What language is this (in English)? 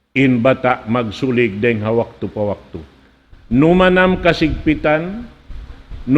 Tausug